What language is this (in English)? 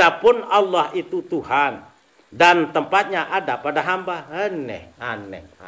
Sasak